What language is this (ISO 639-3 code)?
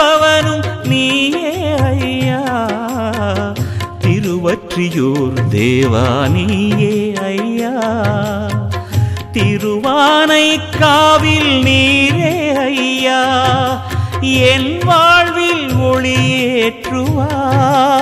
tam